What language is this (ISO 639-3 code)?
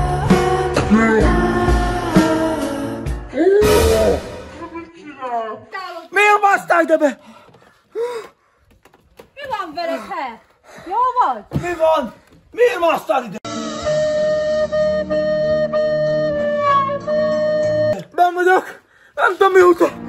hun